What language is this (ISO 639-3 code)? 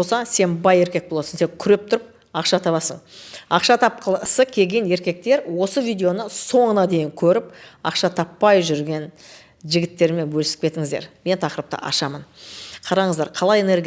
kaz